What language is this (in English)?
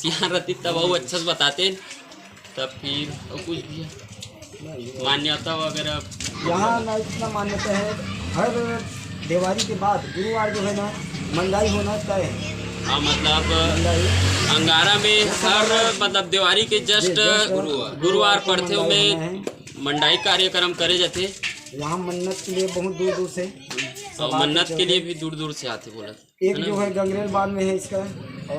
Chhattisgarhi